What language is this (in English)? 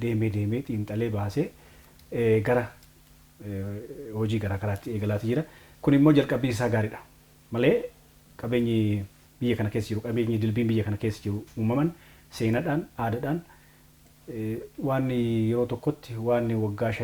Oromo